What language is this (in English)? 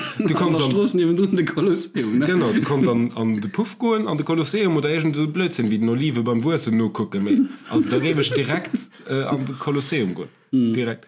Luxembourgish